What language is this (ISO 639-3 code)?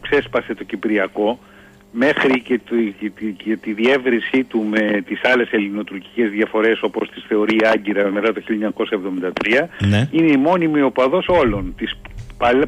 ell